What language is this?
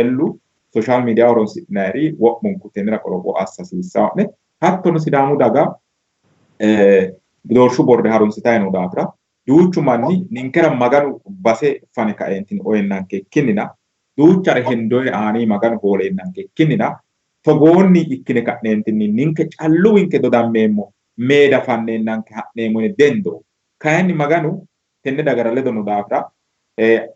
Sidamo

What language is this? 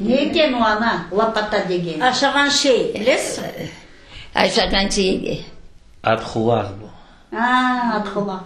Crimean Tatar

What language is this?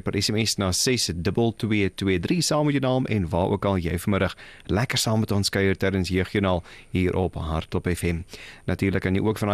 Afrikaans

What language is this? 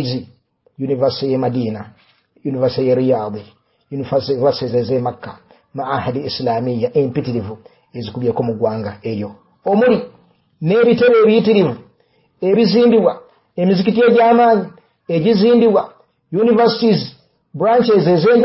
Ganda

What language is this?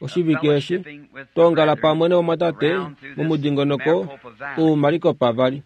Kuanyama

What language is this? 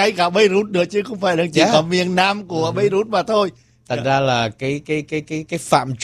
Vietnamese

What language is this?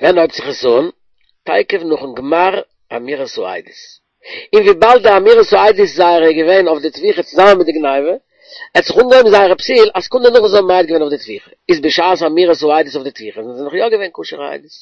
Yiddish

